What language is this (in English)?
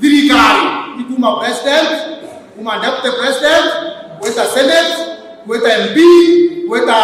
Meru